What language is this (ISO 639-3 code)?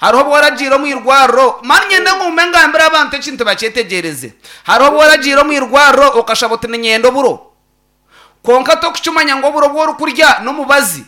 nyn